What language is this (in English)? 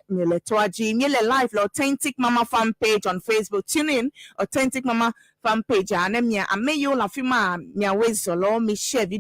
Ewe